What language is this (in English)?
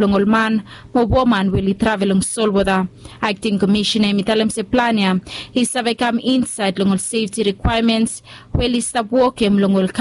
Bislama